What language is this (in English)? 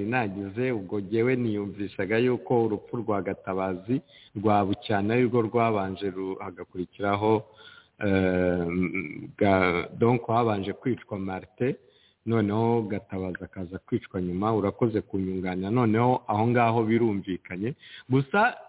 Kinyarwanda